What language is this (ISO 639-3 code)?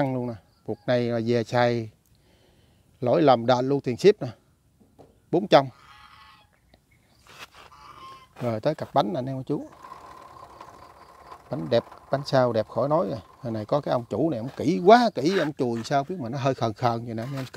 vie